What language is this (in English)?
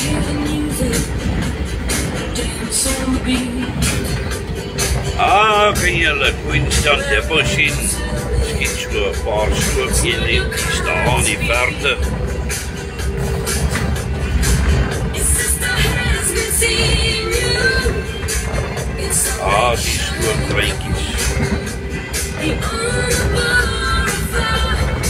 Afrikaans